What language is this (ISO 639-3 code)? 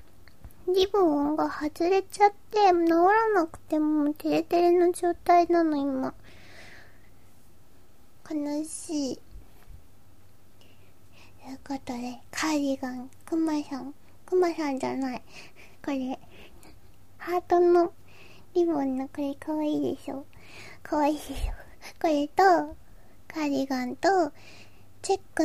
jpn